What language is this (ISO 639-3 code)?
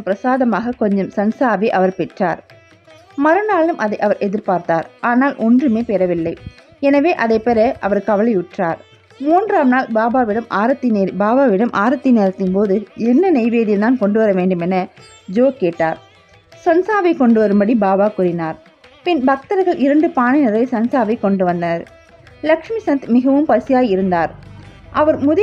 tam